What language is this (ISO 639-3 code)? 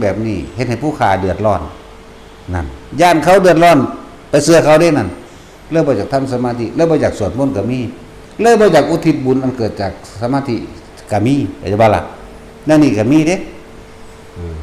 tts